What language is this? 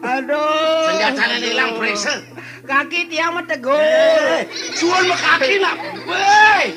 Balinese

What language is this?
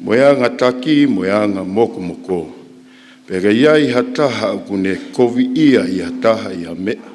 Tongan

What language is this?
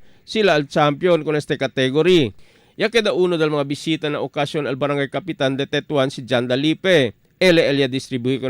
Chavacano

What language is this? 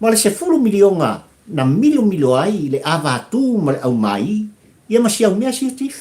Samoan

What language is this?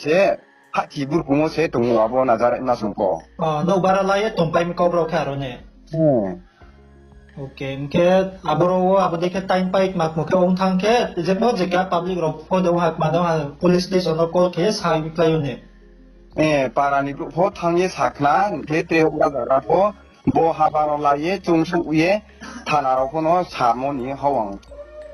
Riang (India)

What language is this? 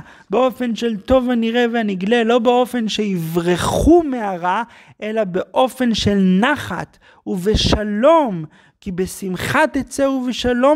Hebrew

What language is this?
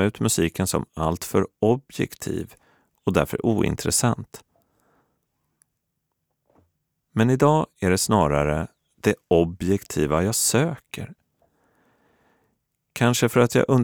Swedish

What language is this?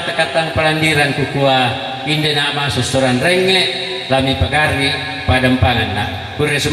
Toraja-Sa'dan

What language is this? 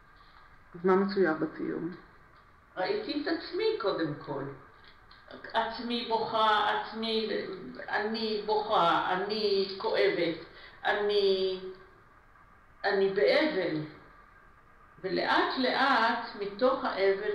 Hebrew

